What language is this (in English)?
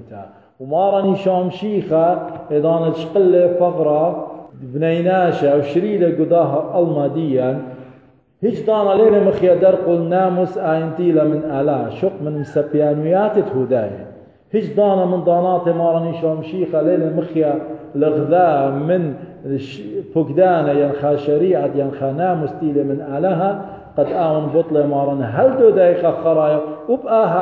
Assyrian Neo-Aramaic